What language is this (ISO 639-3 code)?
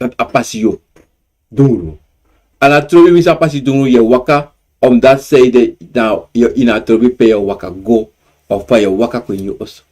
srn